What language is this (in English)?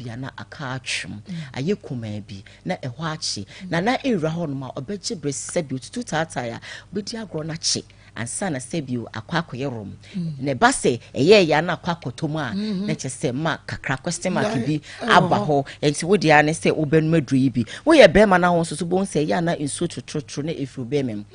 Akan